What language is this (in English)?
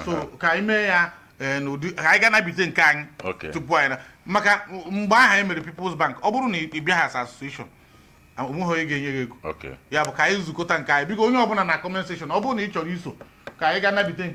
Igbo